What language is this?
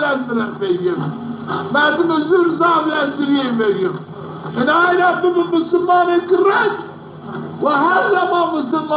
Zaza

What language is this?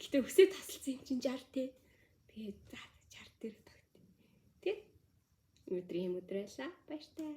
Mongolian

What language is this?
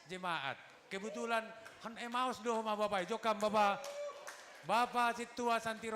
Batak Simalungun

